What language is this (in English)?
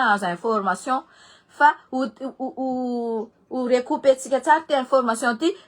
Malagasy